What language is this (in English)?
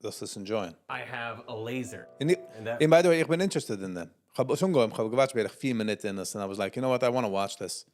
Yiddish